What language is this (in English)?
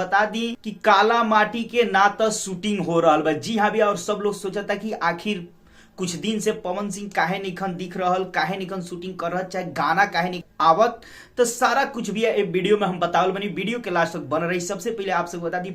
Bhojpuri